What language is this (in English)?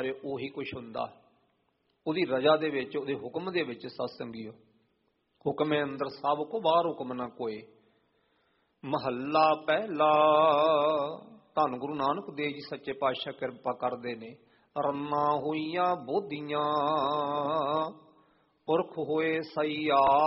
Punjabi